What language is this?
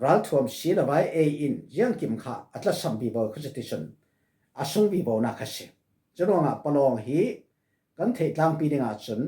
Falam Chin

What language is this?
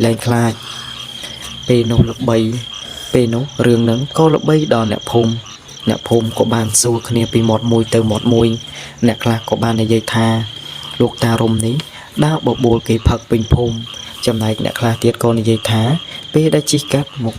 Khmer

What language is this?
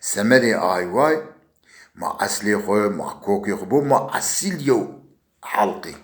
Zaza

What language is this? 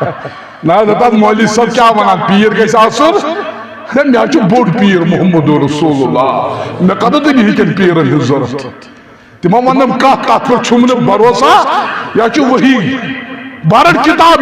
Kashmiri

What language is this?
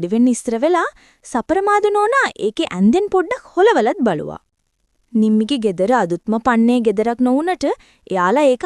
Sinhala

